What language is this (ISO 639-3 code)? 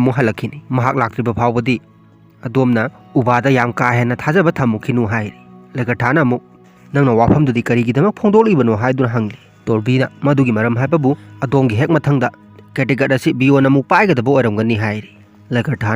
mni